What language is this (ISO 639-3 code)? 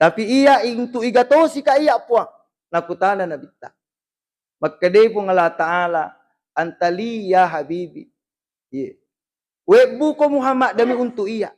bug